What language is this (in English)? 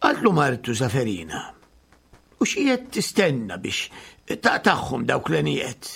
Maltese